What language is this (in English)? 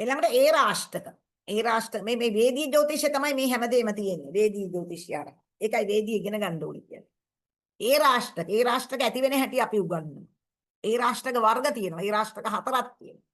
Sinhala